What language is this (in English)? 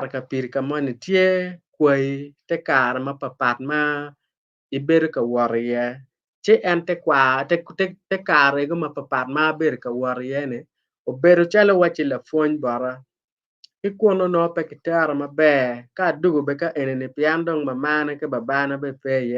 Acoli